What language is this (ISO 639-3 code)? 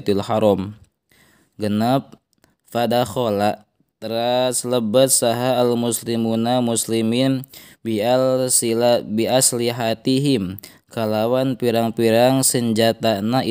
sun